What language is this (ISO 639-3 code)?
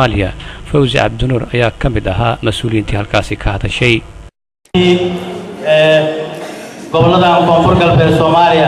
som